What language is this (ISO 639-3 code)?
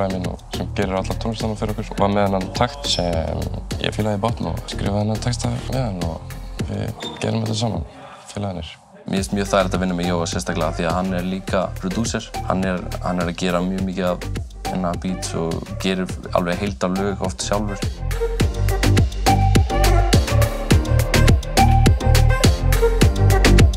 isl